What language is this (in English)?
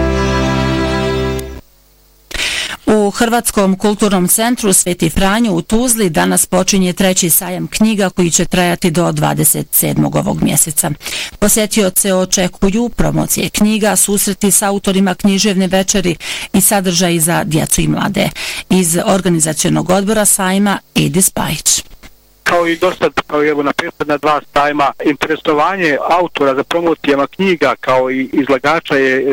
Bosnian